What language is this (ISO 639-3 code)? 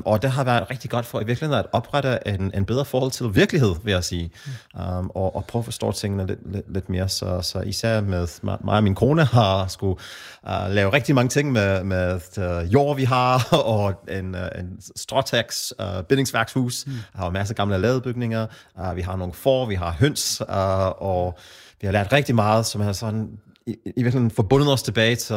dan